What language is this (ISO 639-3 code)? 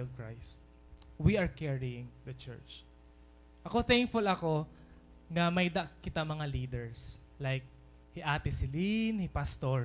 war